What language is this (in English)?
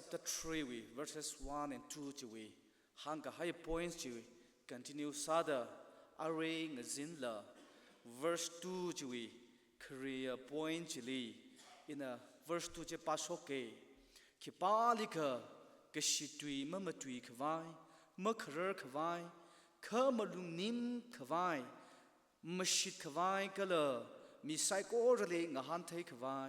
Tangkhul Naga (India)